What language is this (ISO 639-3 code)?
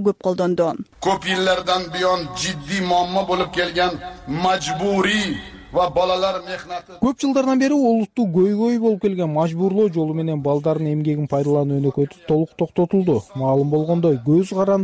kir